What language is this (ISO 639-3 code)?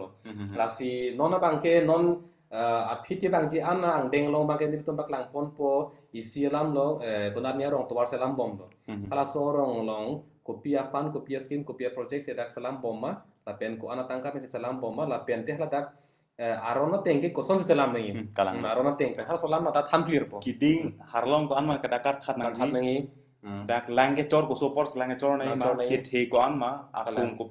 mjw